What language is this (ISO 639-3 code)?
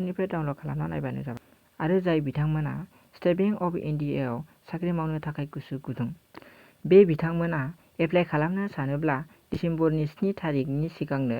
brx